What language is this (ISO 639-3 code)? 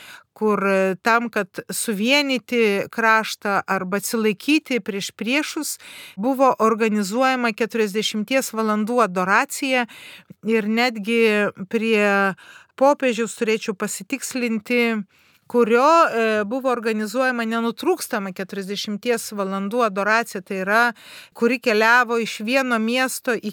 lit